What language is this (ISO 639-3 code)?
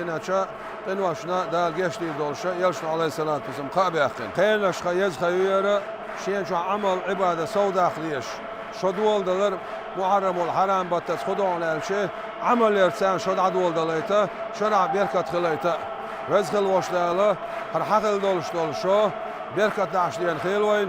che